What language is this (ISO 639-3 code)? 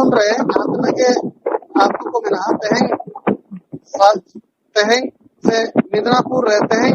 sat